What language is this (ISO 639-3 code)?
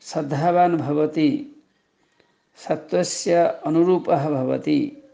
san